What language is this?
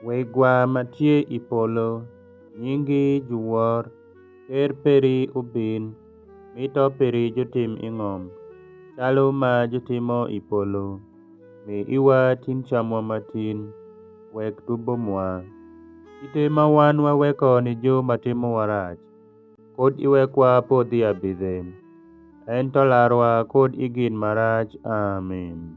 Alur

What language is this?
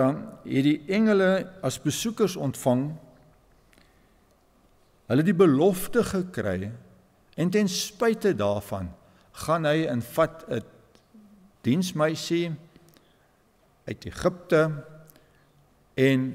Afrikaans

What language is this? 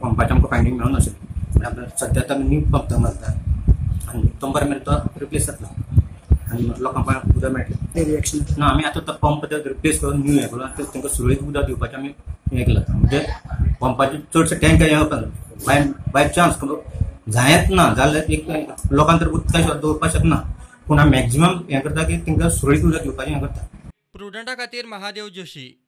Konkani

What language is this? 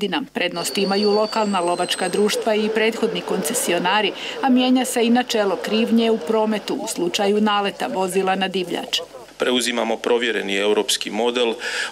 Croatian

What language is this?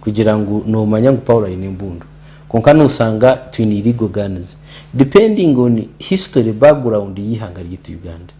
Nyankole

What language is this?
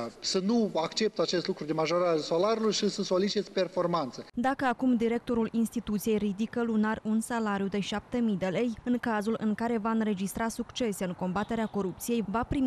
Romanian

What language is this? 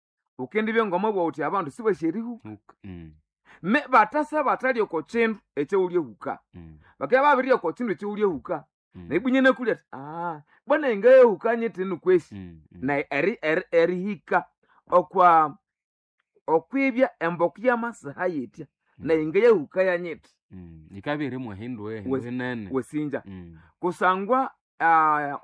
Nande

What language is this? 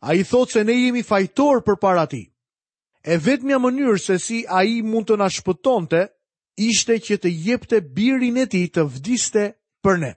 Albanian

